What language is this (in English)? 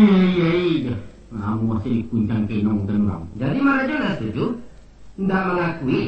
Minangkabau